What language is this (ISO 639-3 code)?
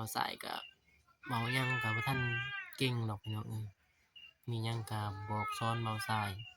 lao